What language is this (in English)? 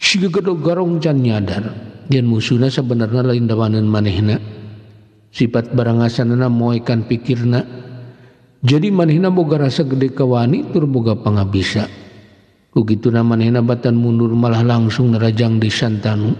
Sundanese